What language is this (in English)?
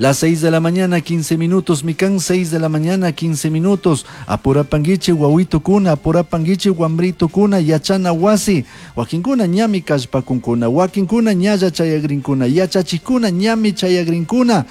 Chimborazo Highland Quichua